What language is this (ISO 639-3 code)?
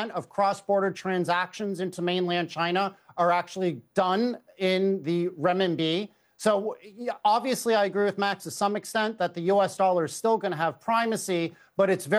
eng